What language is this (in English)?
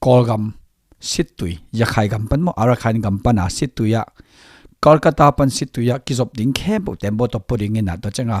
Tedim Chin